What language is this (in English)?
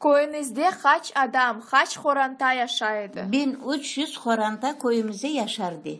Crimean Tatar